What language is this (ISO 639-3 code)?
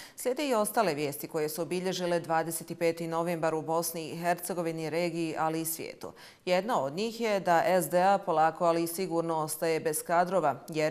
bos